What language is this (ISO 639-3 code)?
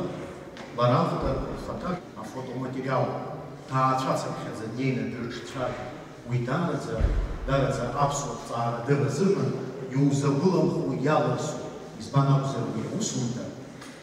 abk